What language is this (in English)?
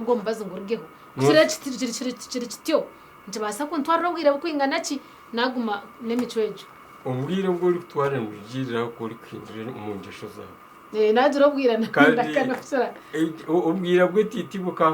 Nyankole